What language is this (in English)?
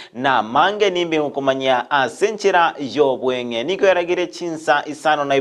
Gusii